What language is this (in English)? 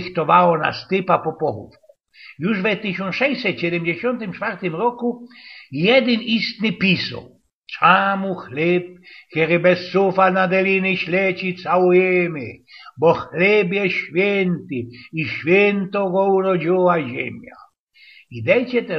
Silesian